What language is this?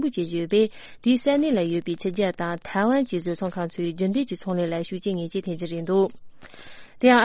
Tibetan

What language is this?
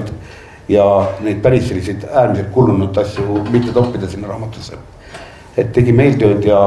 Estonian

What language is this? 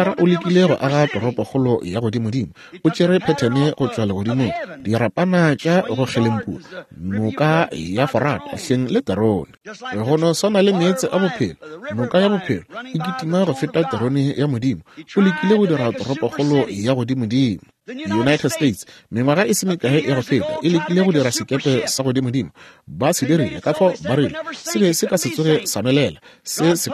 Northern Sotho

